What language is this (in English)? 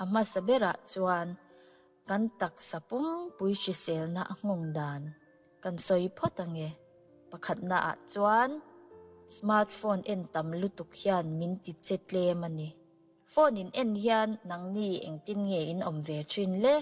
Mizo